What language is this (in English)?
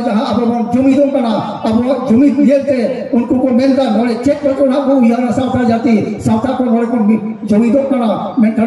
Santali